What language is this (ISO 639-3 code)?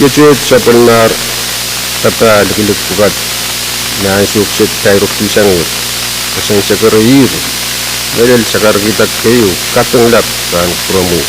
pon